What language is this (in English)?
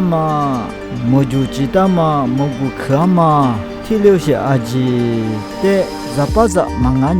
Lisu